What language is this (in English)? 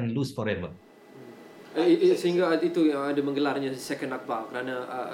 Malay